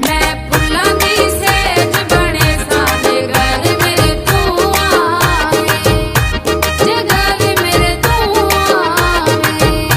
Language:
Pahari-Potwari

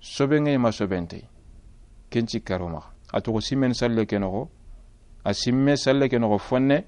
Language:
Soninke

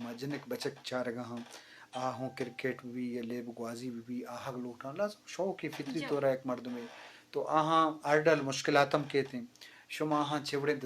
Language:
Eastern Balochi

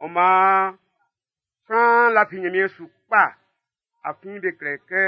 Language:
Baoulé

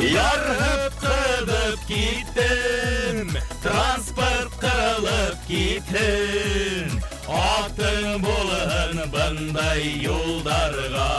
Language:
Bashkir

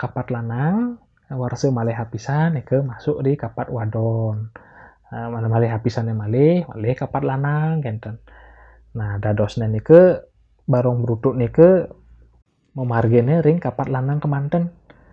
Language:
Balinese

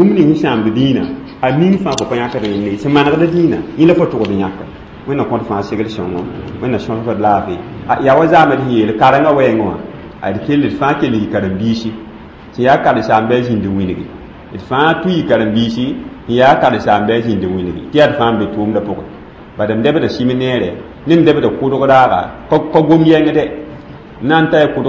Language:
Mossi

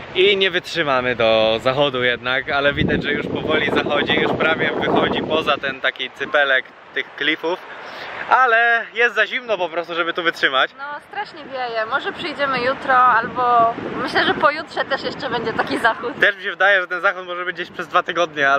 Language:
Polish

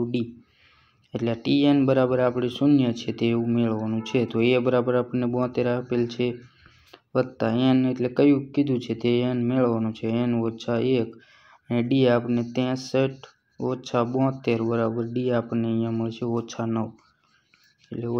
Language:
Gujarati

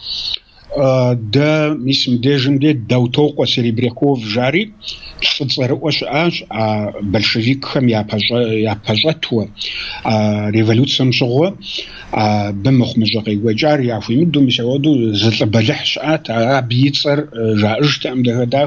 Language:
Kabardian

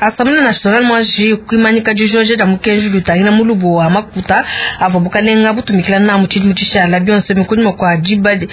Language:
Luba-Lulua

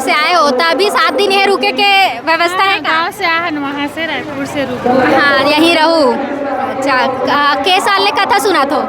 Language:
Chhattisgarhi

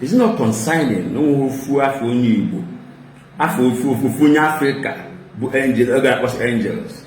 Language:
Igbo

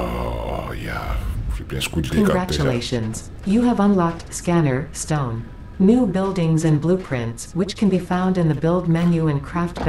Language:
Danish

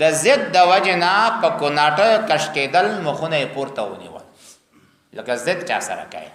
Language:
Pashto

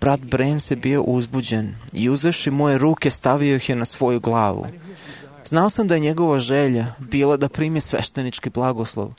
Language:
Serbian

